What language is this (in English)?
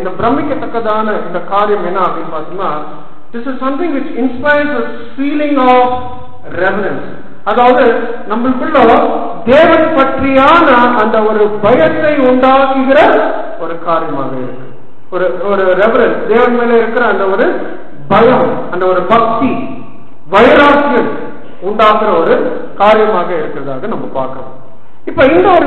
Tamil